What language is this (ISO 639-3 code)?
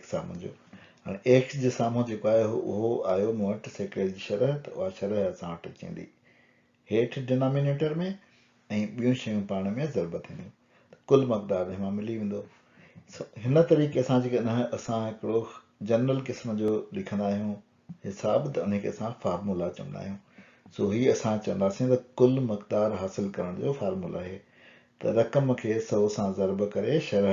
snd